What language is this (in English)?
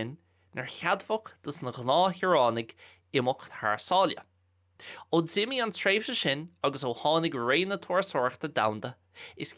Irish